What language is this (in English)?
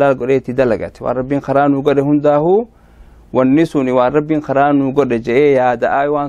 Oromo